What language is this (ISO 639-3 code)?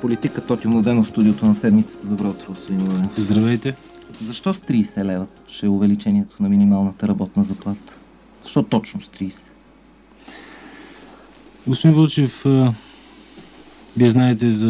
bul